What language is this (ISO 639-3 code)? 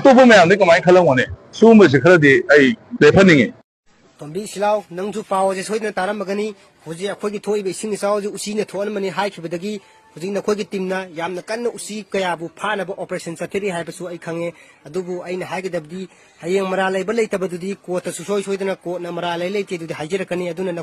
mni